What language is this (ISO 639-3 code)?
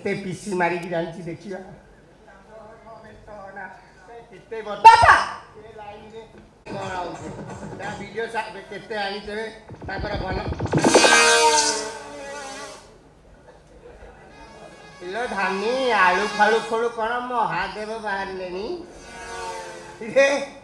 ori